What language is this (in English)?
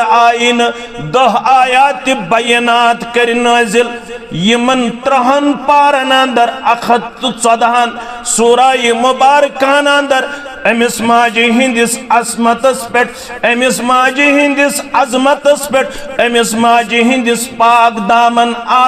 Kashmiri